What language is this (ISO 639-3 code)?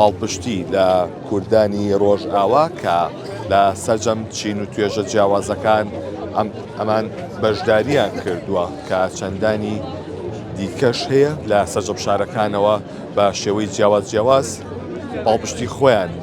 ckb